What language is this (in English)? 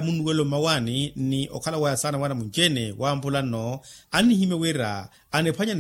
Makhuwa